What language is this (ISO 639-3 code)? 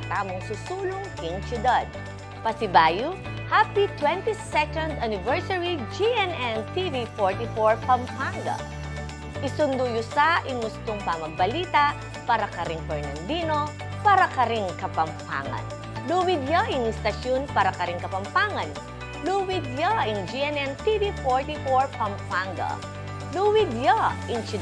pam